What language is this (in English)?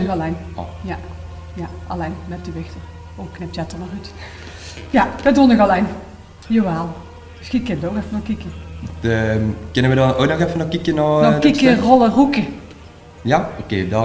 Limburgish